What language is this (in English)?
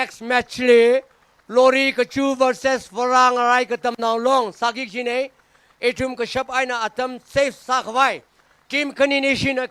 Tangkhul Naga (India)